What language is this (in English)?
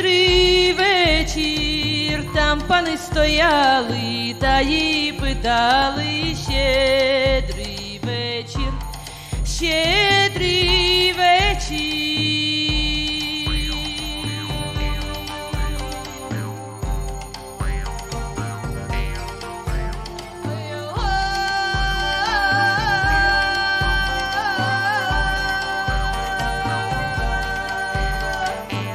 Ukrainian